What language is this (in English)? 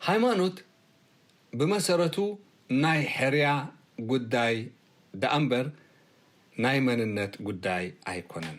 Tigrinya